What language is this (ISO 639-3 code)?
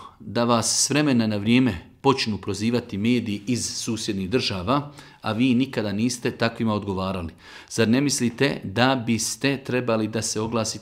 bos